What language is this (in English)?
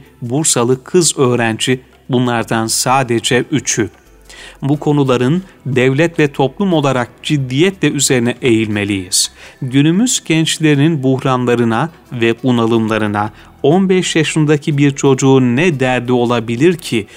Turkish